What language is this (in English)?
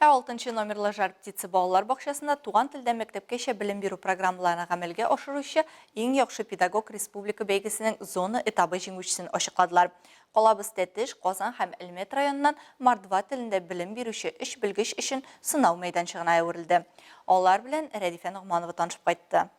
Tatar